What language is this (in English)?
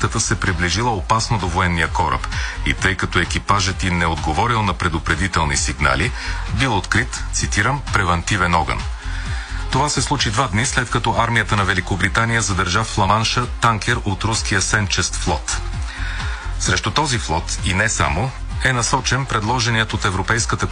Bulgarian